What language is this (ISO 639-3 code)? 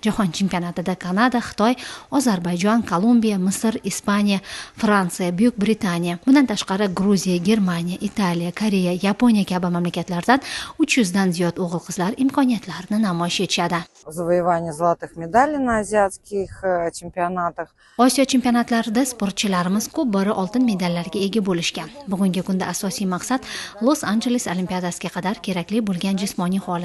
uzb